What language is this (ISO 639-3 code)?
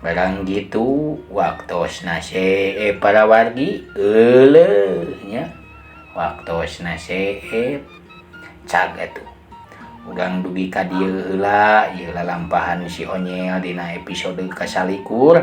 sun